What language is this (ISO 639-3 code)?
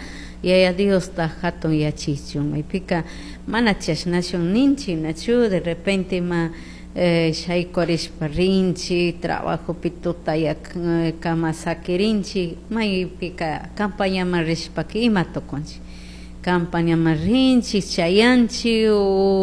qug